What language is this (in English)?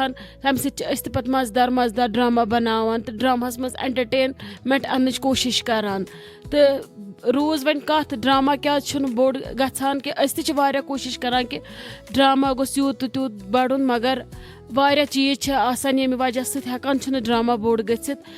Kashmiri